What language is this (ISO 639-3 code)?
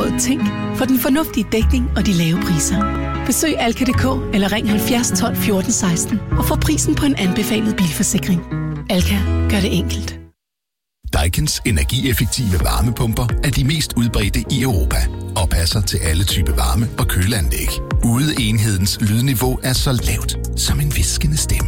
dan